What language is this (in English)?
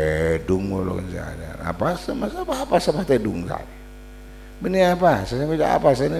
Madurese